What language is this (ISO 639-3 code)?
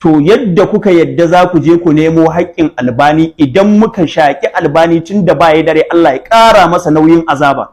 hau